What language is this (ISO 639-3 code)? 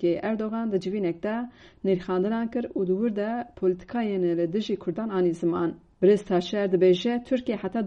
kur